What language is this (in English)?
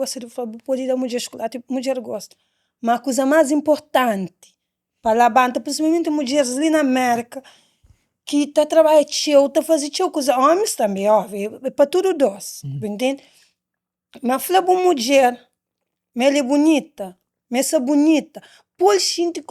Kabuverdianu